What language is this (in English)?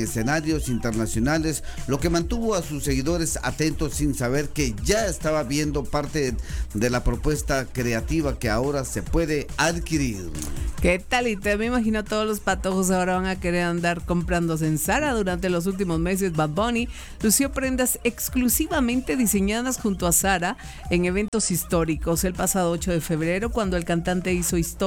Spanish